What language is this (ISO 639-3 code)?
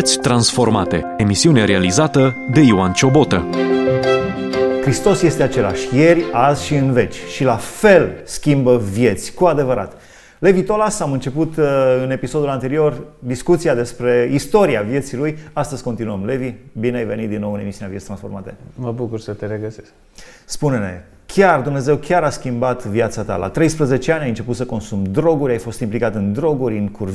ron